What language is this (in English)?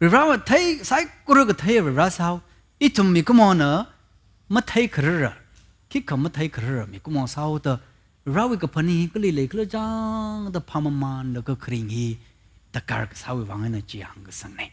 Tangkhul Naga (India)